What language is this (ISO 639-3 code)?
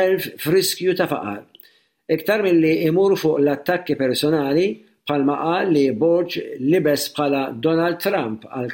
mlt